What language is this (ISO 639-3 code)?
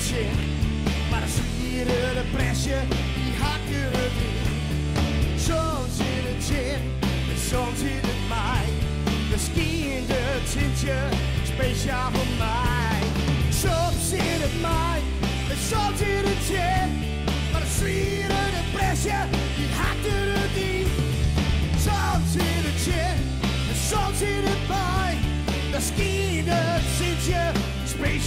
fry